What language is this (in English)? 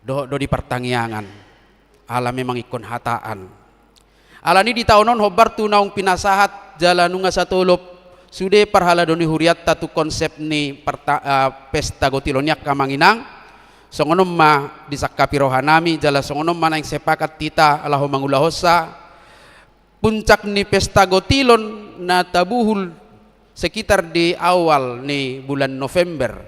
Batak Toba